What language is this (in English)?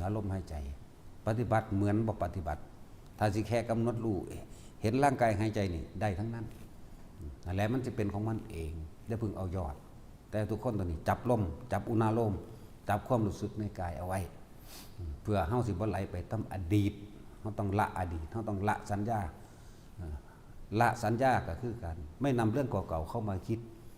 Northeastern Thai